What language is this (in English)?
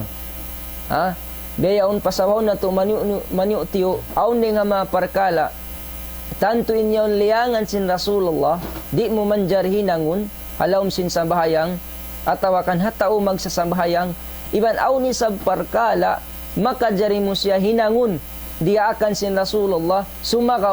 Tausug